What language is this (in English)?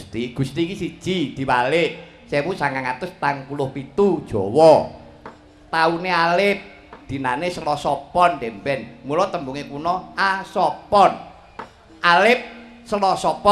Javanese